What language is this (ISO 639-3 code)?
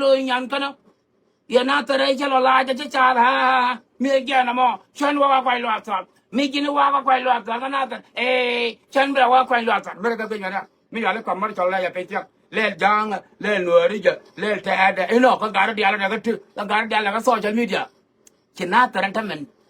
nus